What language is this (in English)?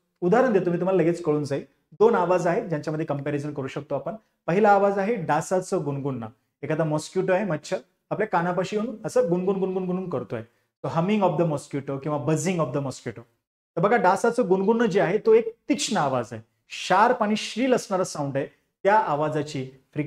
Marathi